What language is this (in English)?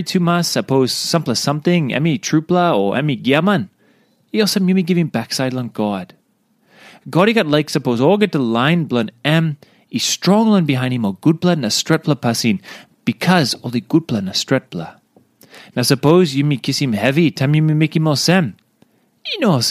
Tok Pisin